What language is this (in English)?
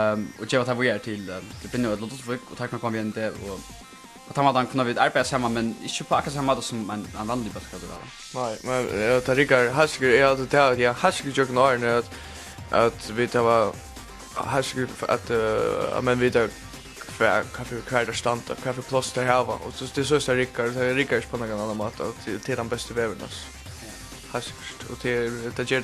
Faroese